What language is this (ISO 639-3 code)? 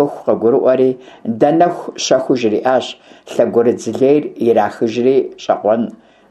kbd